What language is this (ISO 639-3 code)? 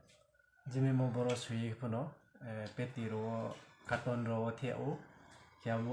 ria